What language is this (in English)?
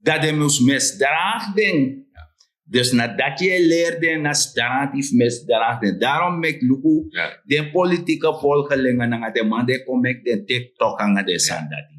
Sranan Tongo